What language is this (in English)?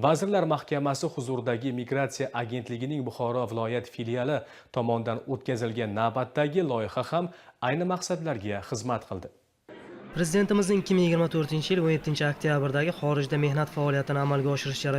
Uzbek